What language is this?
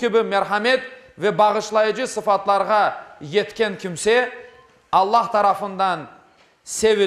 Crimean Tatar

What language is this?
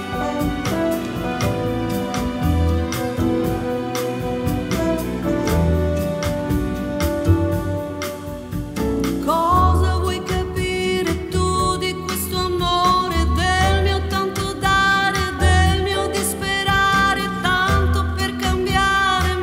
Italian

